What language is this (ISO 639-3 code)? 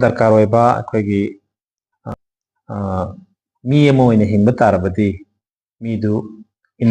mni